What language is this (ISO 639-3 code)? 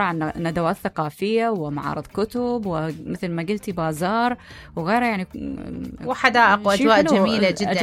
acm